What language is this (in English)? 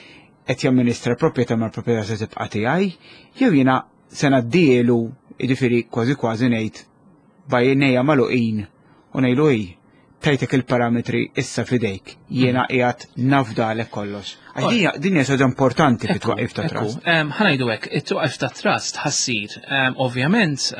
Maltese